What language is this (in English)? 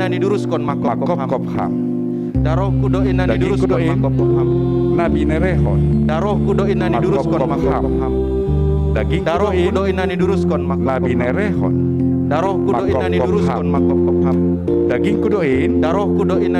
Batak Simalungun